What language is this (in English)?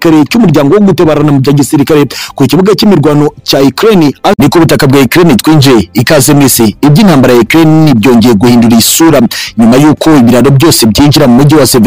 Kinyarwanda